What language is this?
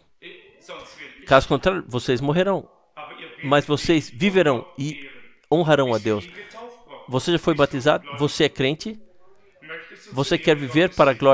Portuguese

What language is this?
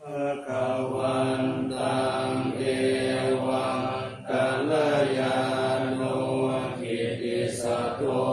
Pali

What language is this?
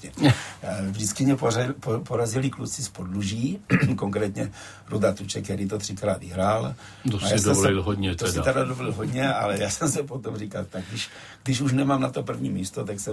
Czech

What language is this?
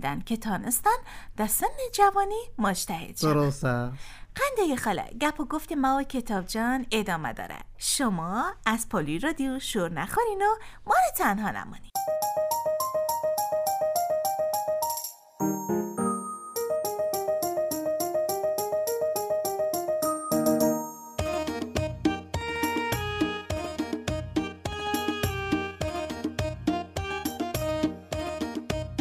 Persian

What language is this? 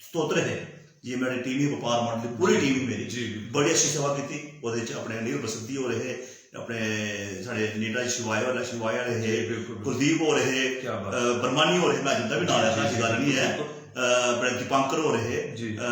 Dogri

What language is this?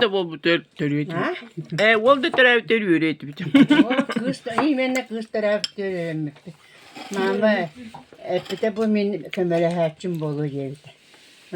Yakut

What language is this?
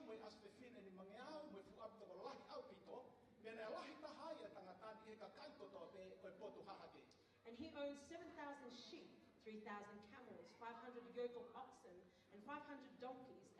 Tongan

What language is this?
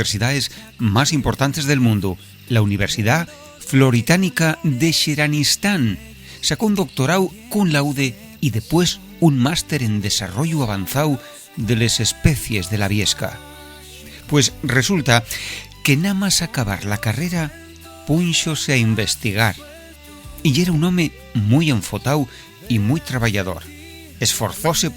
Asturian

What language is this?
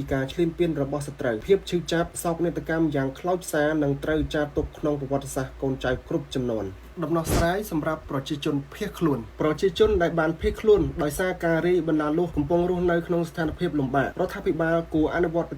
Khmer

